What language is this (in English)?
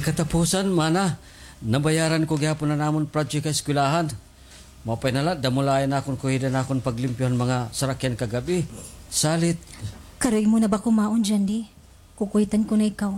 Waray